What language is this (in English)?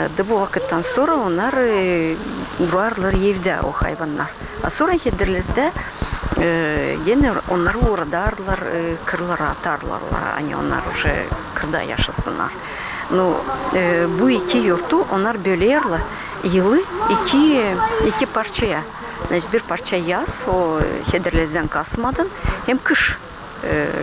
Gagauz